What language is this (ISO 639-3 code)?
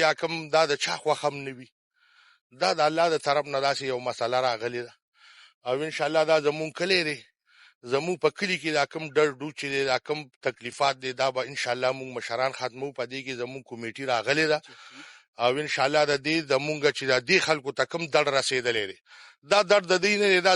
pus